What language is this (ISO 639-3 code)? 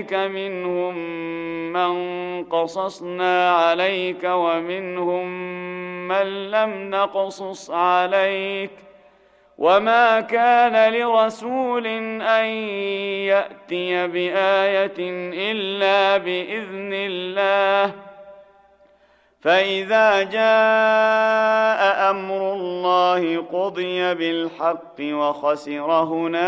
ara